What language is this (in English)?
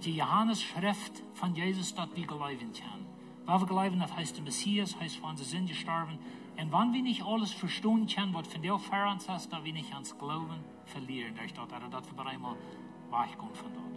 Plautdietsch